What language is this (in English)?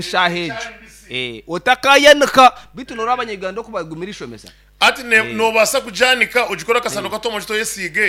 Nyankole